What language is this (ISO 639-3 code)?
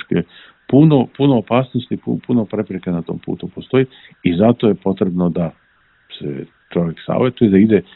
srp